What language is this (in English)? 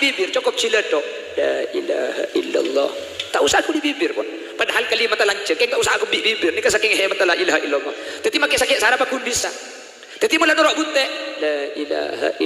Madurese